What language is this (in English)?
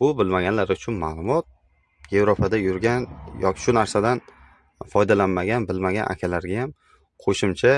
Uzbek